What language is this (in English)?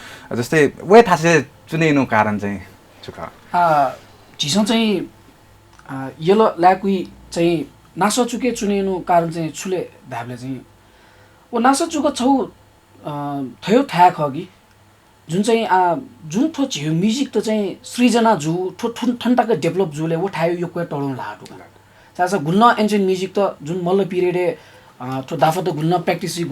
Newari